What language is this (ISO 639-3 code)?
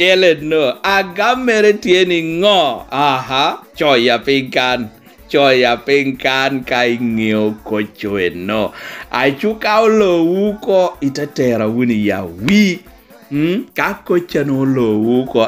laj